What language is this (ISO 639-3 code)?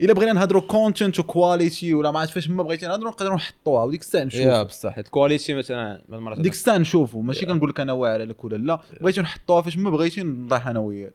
ary